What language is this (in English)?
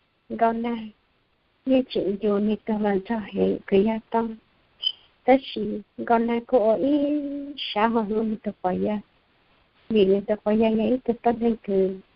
Hmong